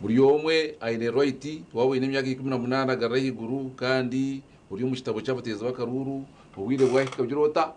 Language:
Nyankole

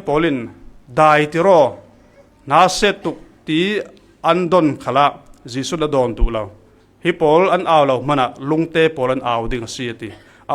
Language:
Falam Chin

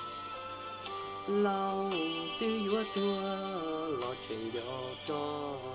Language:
Vietnamese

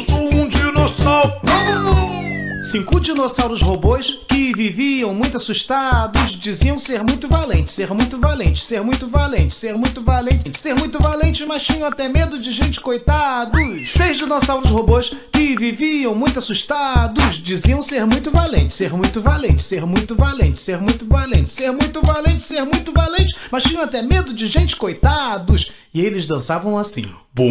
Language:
Portuguese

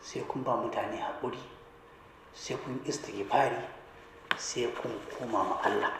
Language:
Hausa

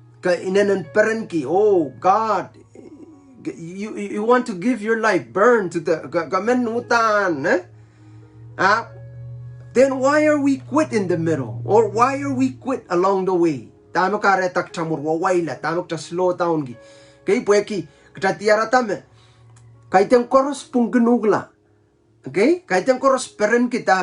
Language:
Pohnpeian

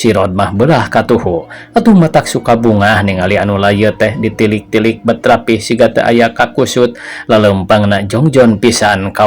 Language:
Sundanese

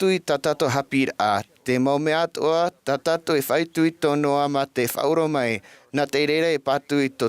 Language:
Tahitian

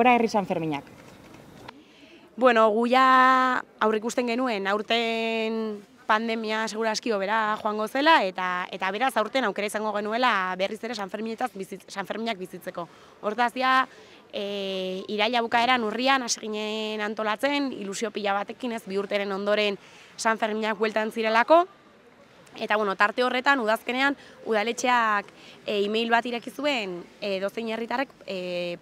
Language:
Basque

